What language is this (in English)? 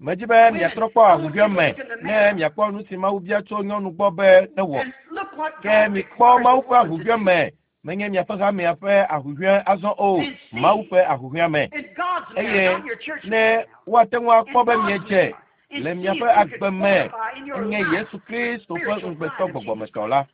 Ewe